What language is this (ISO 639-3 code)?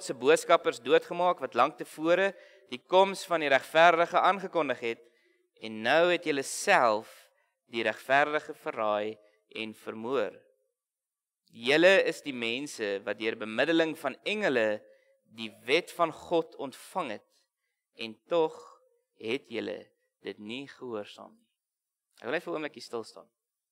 afr